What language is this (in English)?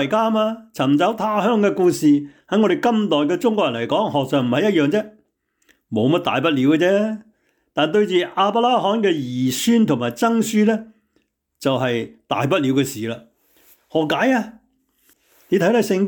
Cantonese